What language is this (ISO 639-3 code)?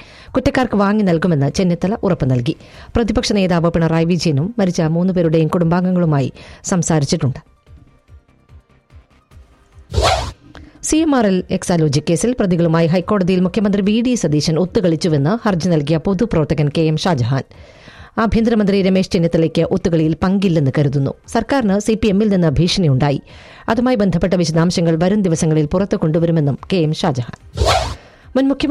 mal